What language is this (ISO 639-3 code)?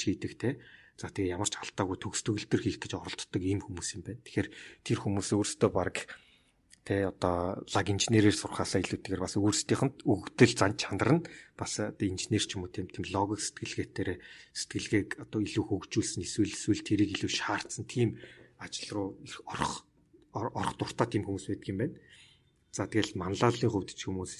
mon